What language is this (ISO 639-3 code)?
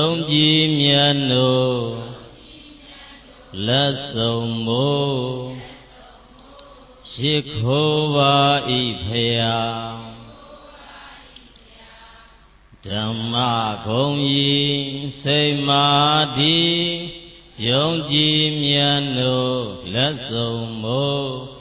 mya